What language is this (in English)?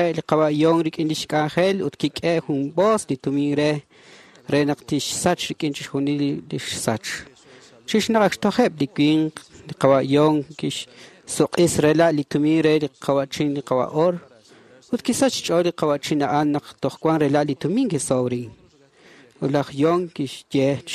Kekchí